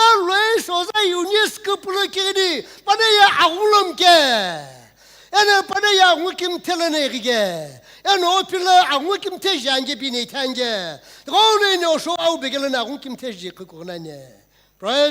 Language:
Sumi Naga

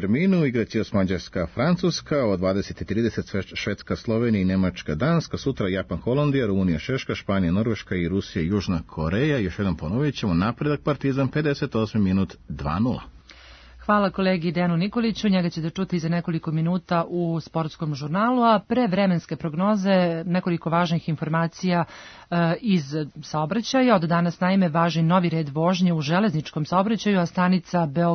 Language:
Serbian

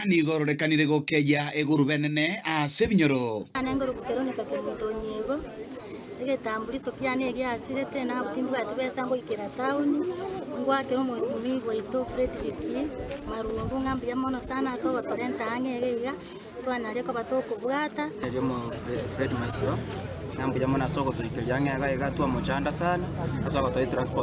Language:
Gusii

